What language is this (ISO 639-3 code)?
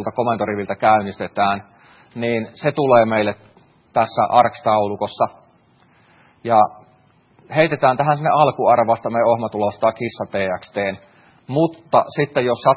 fin